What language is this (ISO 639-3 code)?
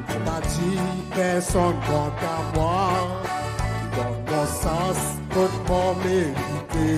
crs